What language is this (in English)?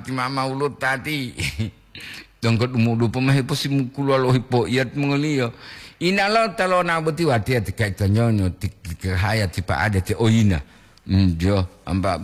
Gorontalo